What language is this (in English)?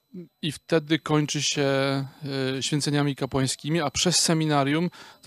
Polish